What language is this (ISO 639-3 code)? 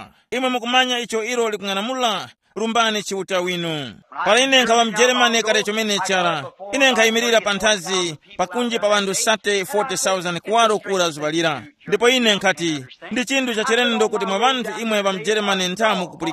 tum